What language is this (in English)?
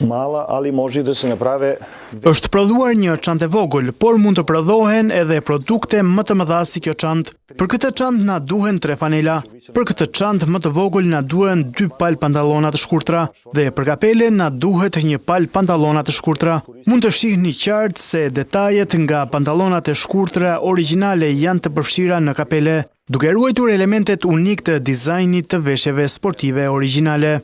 Albanian